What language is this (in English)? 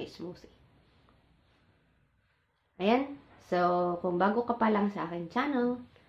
Filipino